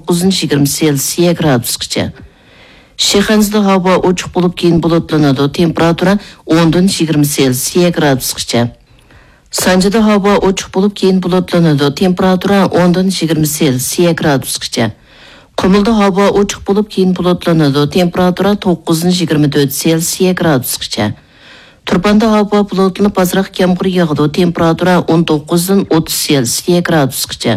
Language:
Uyghur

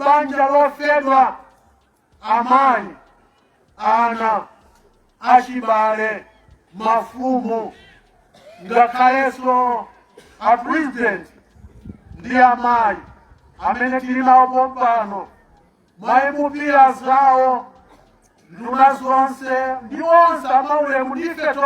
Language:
Nyanja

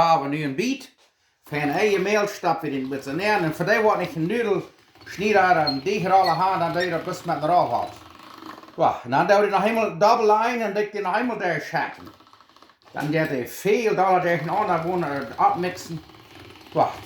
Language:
Plautdietsch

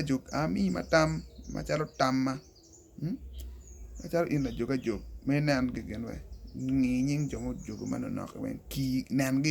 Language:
Acoli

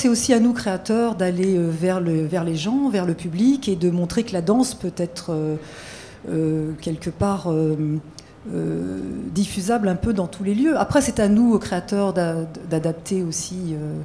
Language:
French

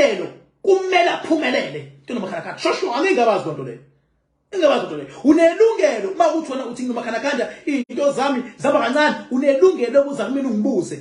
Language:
Zulu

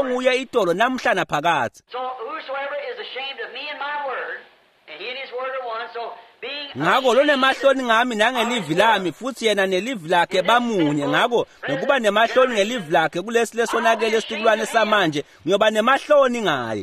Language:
Swati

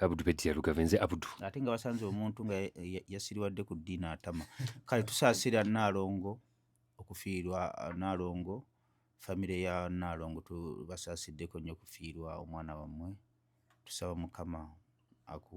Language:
Ganda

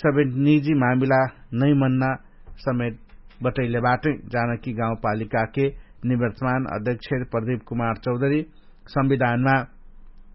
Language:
Dangaura Tharu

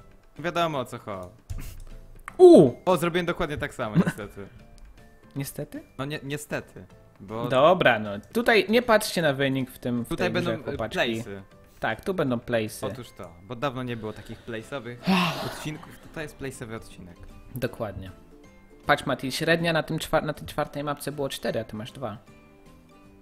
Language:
Polish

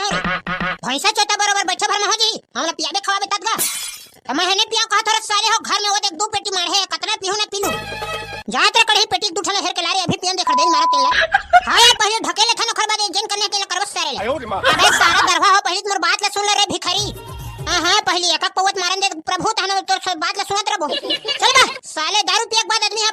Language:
Chhattisgarhi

